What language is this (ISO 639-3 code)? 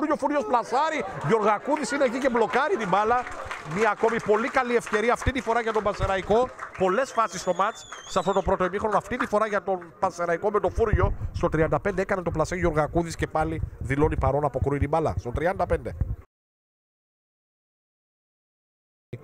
ell